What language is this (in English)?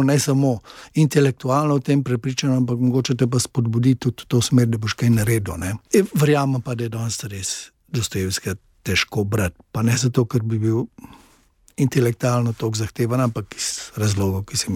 Slovenian